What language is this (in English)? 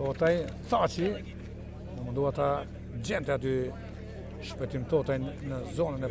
Albanian